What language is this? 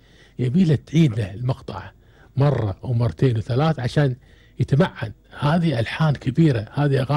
Gulf Arabic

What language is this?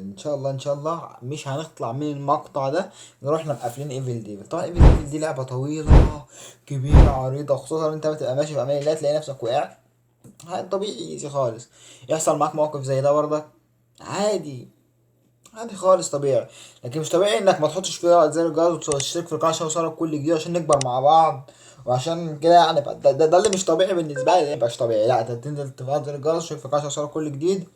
Egyptian Arabic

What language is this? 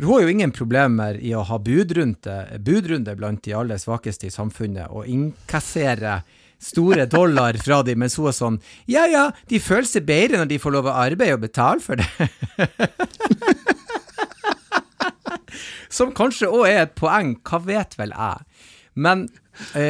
Norwegian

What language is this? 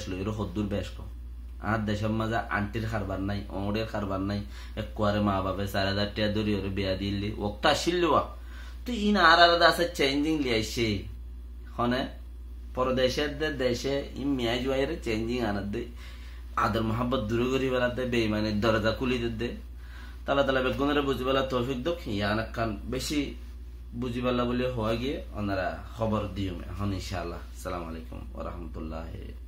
Rohingya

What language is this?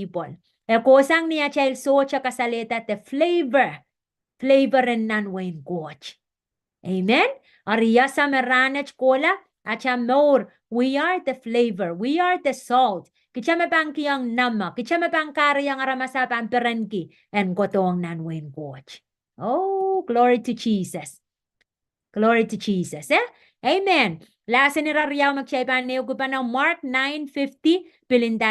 Pohnpeian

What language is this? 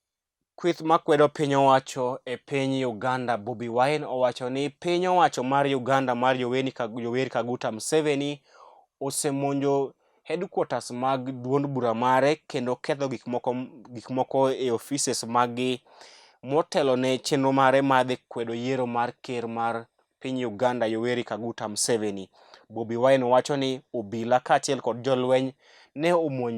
Luo (Kenya and Tanzania)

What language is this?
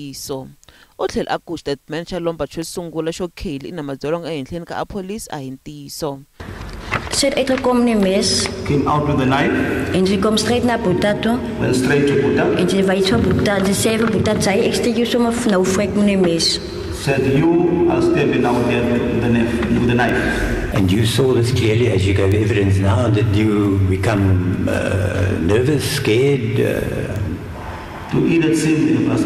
Tsonga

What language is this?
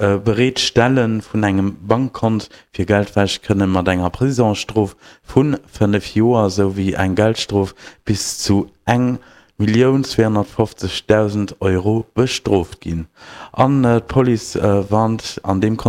Luxembourgish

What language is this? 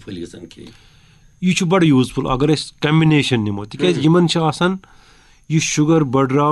Kashmiri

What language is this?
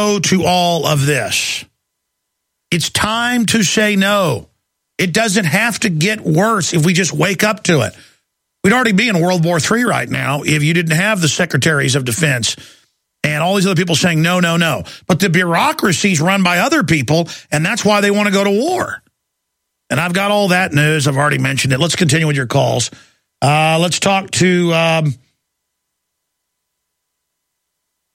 English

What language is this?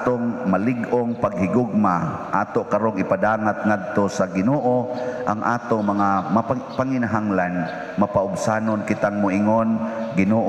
Cebuano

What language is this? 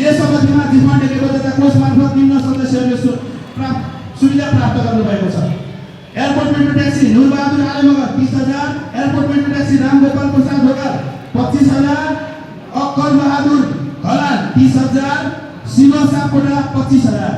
Nepali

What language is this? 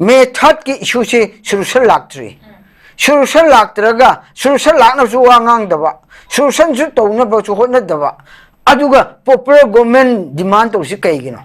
Manipuri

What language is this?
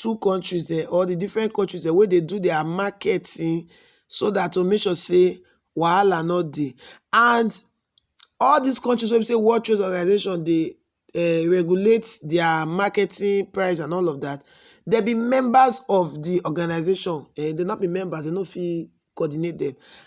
Nigerian Pidgin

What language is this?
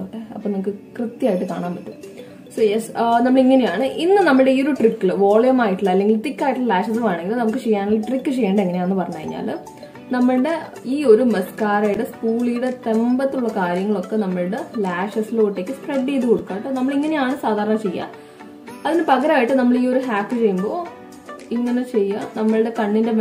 Malayalam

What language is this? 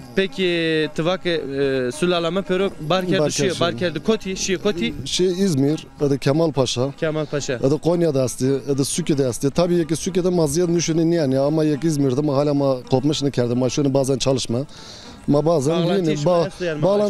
Zaza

